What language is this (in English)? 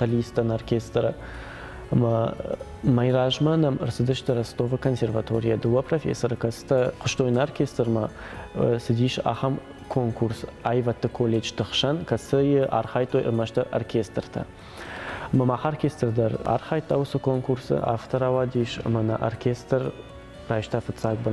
Ossetic